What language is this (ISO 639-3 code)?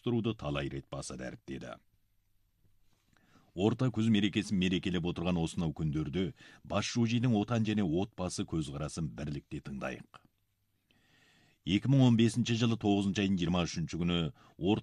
kaz